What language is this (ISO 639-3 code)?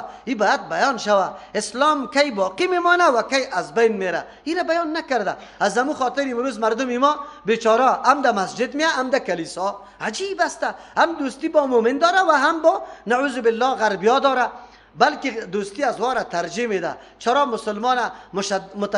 fas